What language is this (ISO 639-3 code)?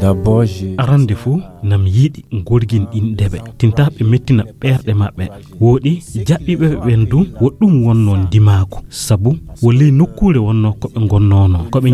fuv